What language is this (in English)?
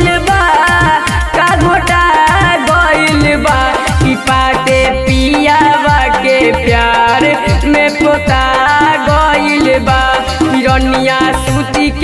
Bhojpuri